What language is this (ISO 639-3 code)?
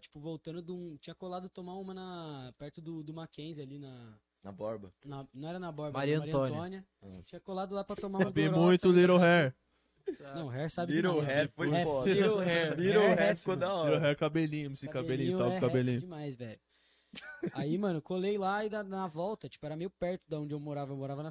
por